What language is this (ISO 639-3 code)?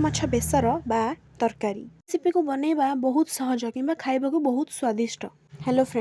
ori